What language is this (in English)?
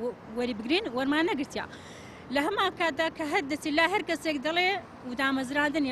Central Kurdish